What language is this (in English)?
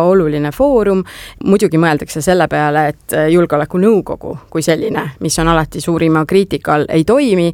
Estonian